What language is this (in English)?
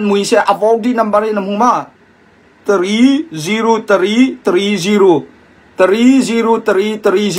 Hakha Chin